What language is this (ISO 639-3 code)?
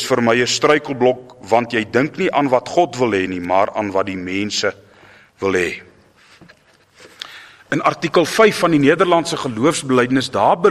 afr